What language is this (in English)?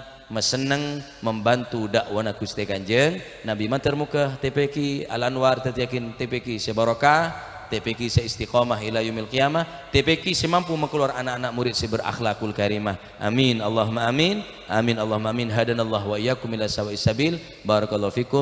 Madurese